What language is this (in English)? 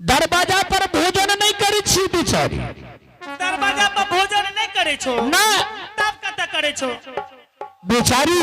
Angika